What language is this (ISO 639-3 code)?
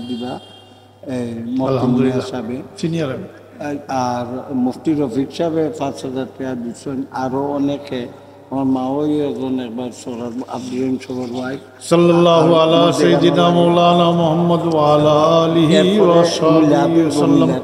syl